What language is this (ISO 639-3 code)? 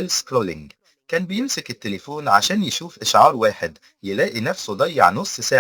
arz